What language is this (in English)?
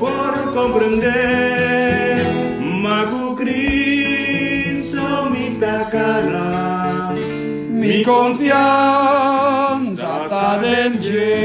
Papiamento